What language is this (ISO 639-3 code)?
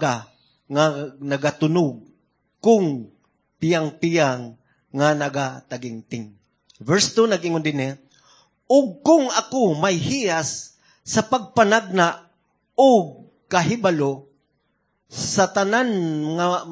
ceb